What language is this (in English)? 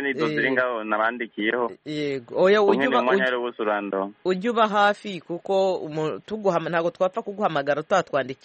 Kinyarwanda